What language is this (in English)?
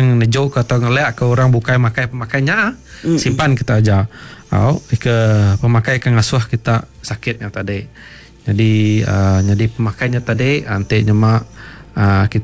Iban